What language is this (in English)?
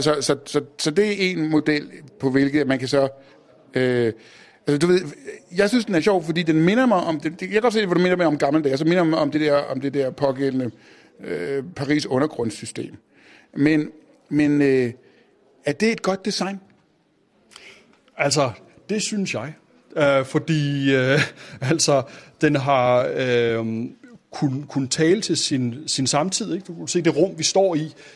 Danish